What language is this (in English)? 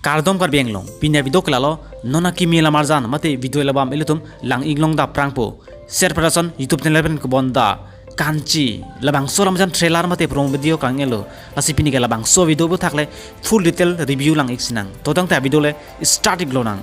Karbi